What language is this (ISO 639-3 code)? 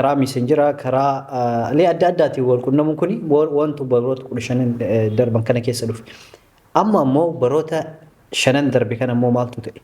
orm